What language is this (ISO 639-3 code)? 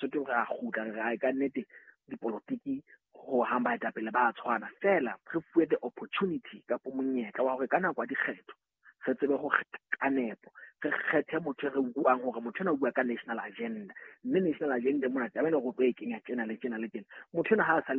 sot